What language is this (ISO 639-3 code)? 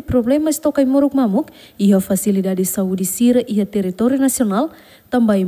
tet